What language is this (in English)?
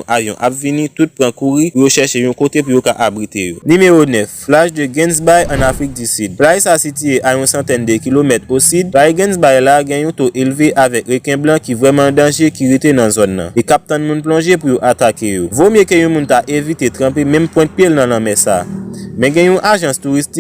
Haitian Creole